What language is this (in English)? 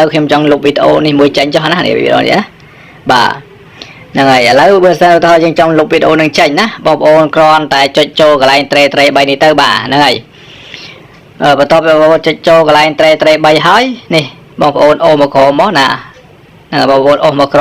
Khmer